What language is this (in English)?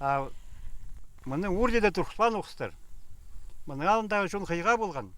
Khakas